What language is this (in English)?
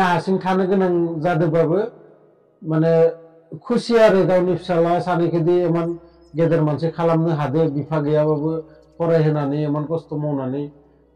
Bodo